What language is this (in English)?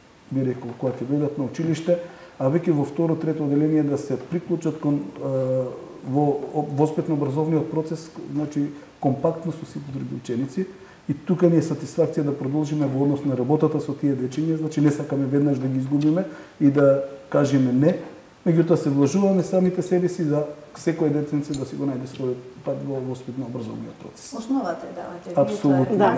Macedonian